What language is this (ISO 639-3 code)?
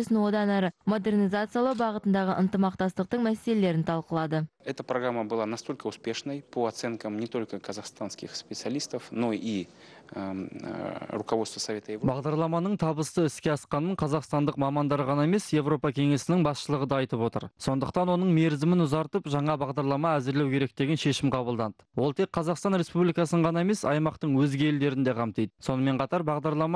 kaz